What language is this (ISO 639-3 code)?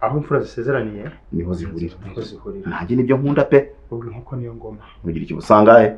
kin